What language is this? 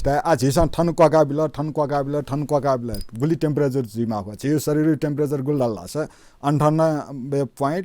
Newari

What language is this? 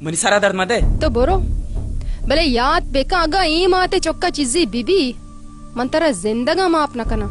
Baluchi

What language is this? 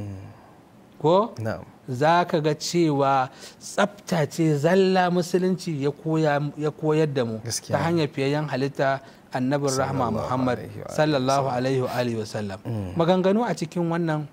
Hausa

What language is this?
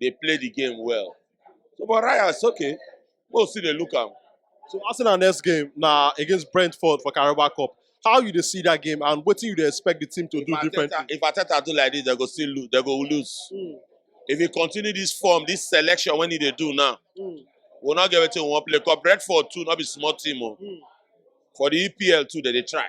Nigerian Pidgin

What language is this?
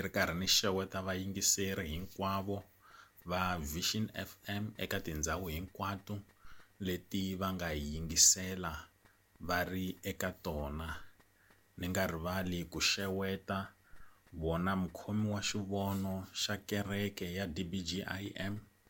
Tsonga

